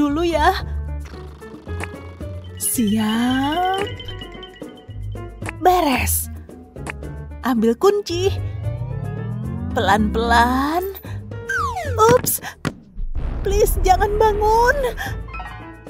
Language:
Indonesian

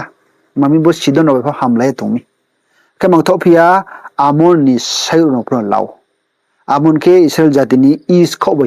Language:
Riang (India)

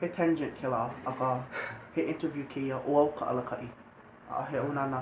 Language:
Hawaiian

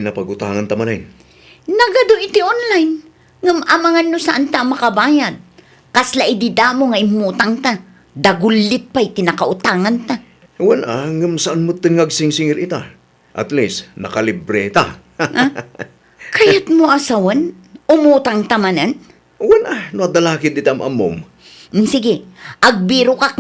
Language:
Iloko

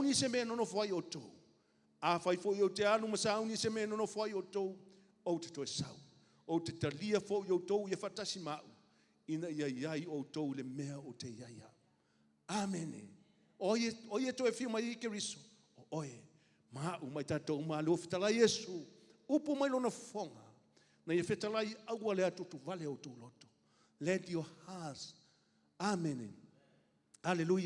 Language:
Samoan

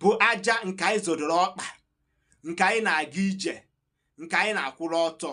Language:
Igbo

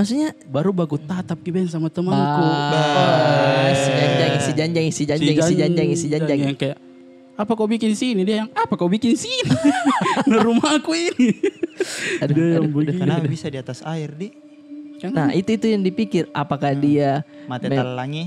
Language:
Makassar Malay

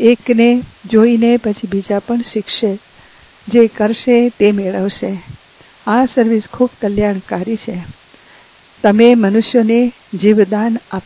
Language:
Gujarati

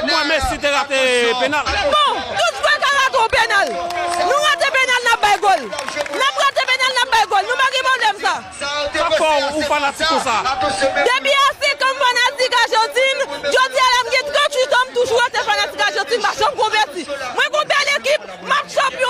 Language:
Haitian Creole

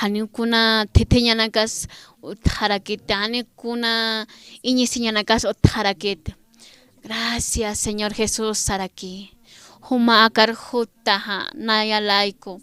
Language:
Aymara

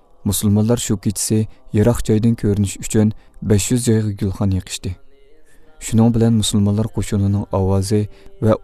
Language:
Uyghur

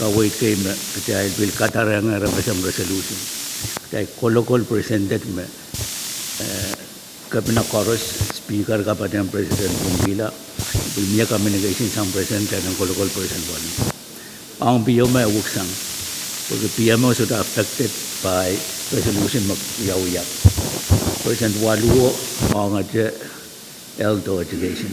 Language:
Pohnpeian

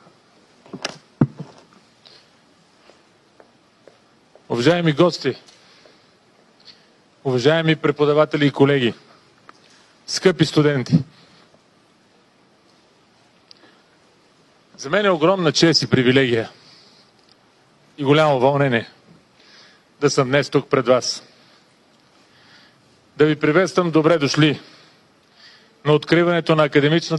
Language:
Bulgarian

